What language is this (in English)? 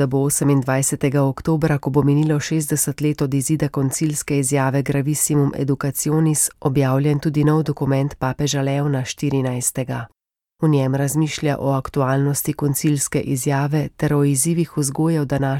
Slovenian